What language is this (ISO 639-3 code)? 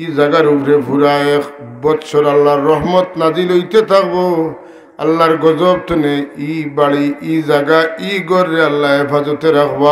syl